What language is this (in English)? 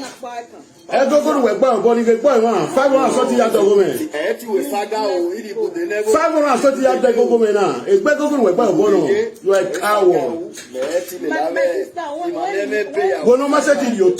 Nigerian Pidgin